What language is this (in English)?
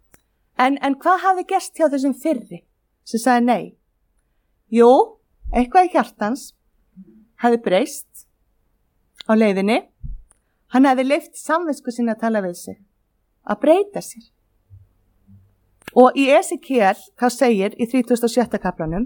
Icelandic